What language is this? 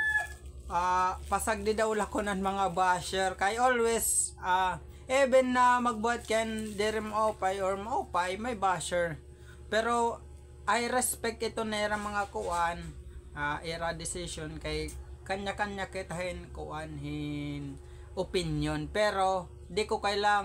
Waray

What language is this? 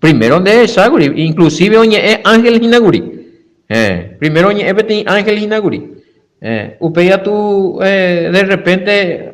Guarani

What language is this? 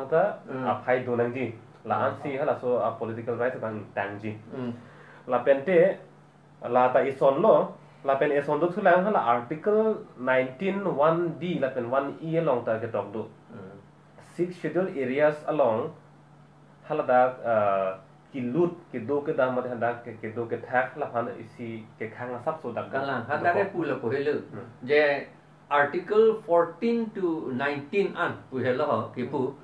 Karbi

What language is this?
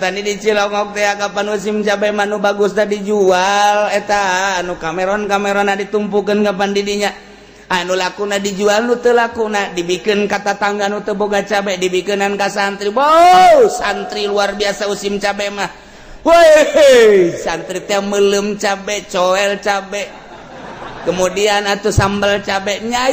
Sundanese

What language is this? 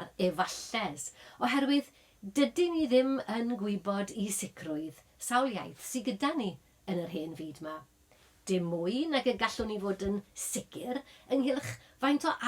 Welsh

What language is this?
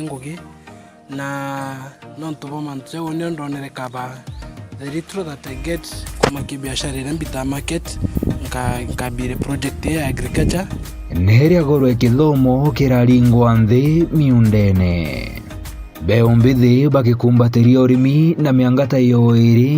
Meru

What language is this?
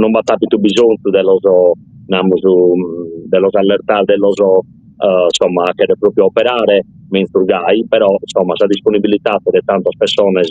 Sardinian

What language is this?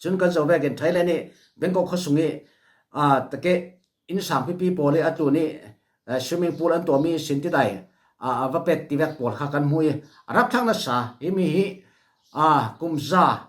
Falam Chin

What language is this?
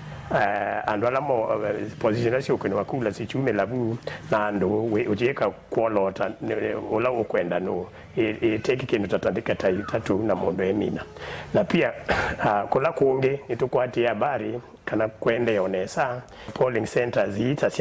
Kamba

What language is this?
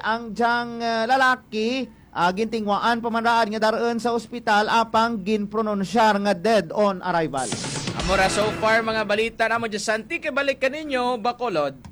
Hiligaynon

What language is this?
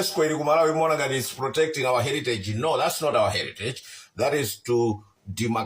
Nyanja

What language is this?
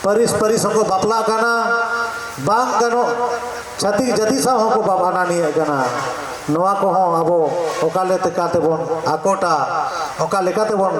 Santali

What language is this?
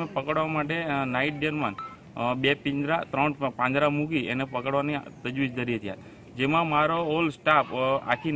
Gujarati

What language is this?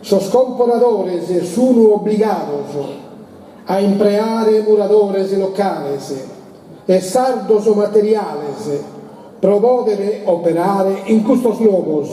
Sardinian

